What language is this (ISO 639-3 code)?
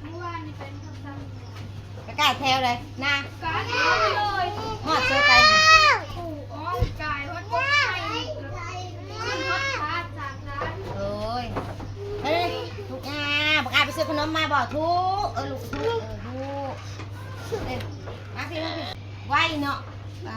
tts